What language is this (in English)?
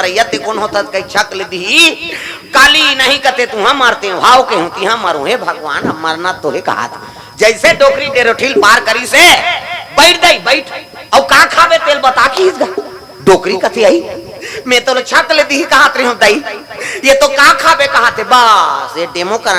Chhattisgarhi